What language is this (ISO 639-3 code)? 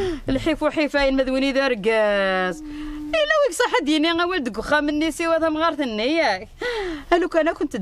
kab